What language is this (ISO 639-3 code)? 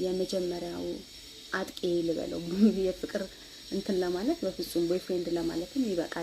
amh